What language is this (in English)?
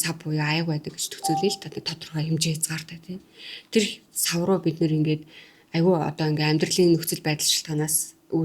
Mongolian